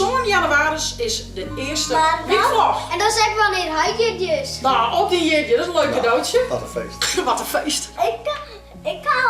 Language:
Western Frisian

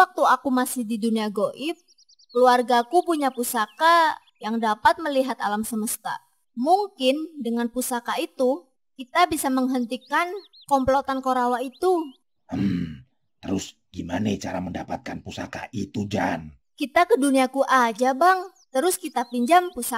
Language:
Betawi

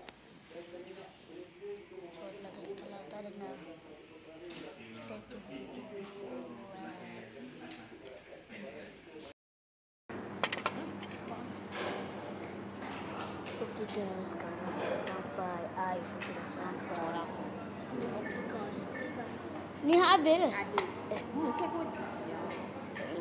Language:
Malay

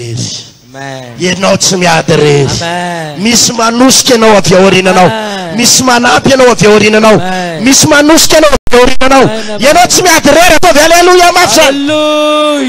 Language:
Malagasy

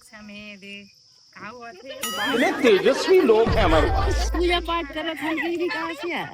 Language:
Chhattisgarhi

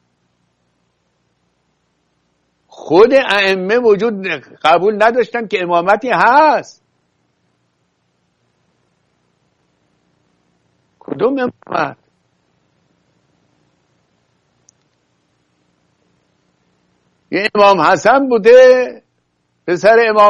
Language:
Persian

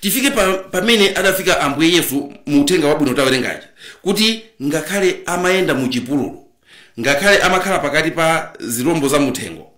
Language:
Nyanja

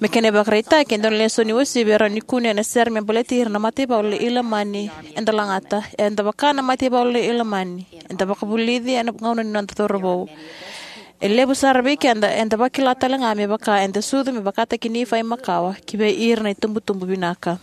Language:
Fijian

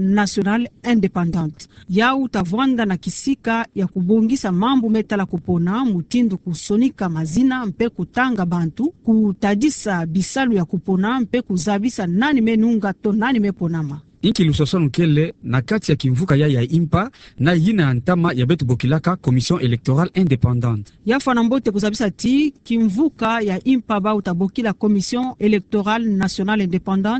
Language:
Kituba (Democratic Republic of Congo)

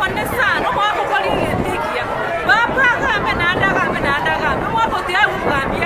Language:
Gusii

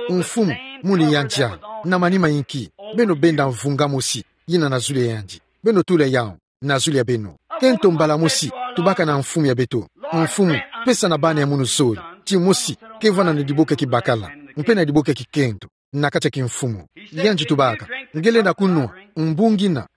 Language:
Kituba (Democratic Republic of Congo)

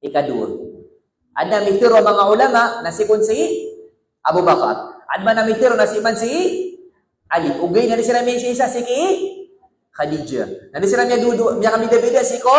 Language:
Maranao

